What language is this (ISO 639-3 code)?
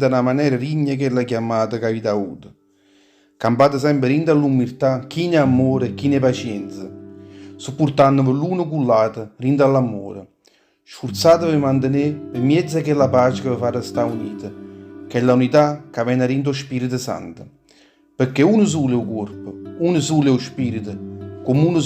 nap